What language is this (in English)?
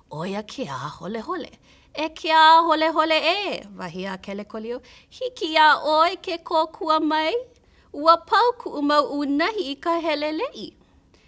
Hawaiian